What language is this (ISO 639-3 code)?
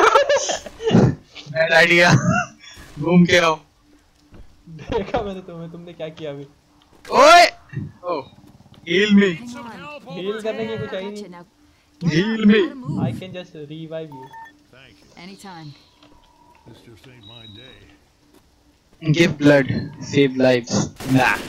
hin